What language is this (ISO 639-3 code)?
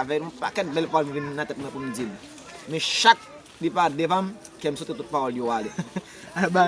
hat